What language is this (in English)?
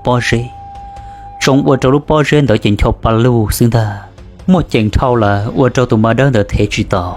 Hmong